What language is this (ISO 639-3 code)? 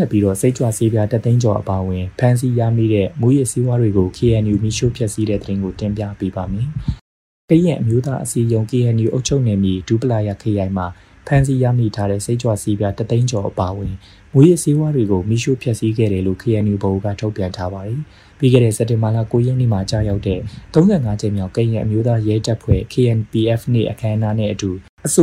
mya